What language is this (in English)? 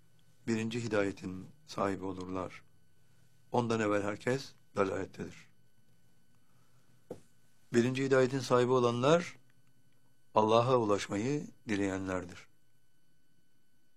Turkish